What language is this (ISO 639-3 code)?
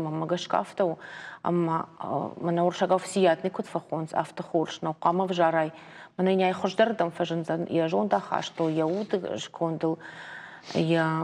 oss